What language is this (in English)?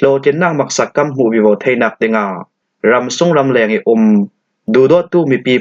Falam Chin